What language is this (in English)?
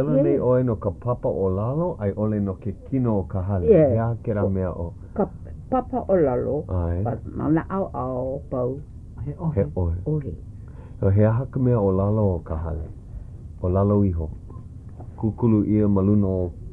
Hawaiian